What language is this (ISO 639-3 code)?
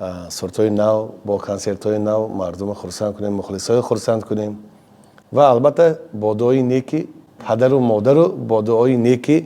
tgk